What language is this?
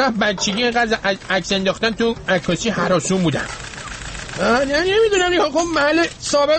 Persian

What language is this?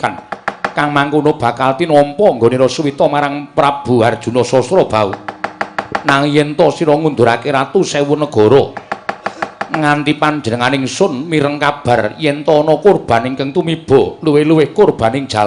Javanese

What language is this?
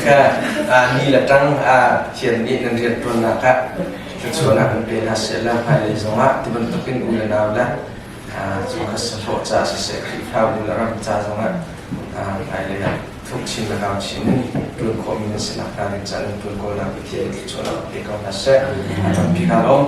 Hakha Chin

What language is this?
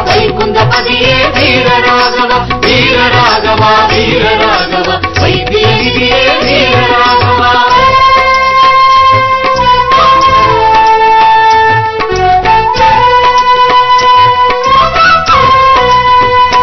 Tamil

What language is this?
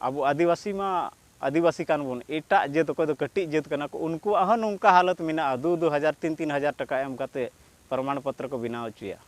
Santali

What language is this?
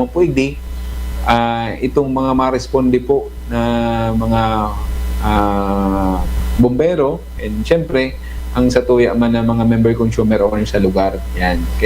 Bikol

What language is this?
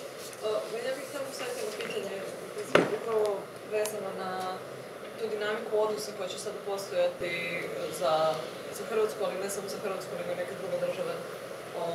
Croatian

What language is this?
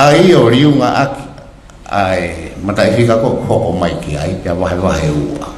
Tongan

